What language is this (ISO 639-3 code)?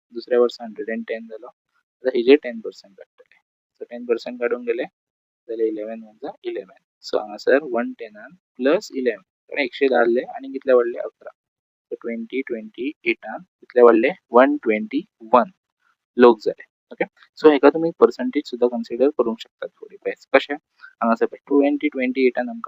kok